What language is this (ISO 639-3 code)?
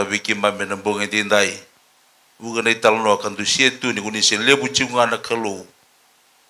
fij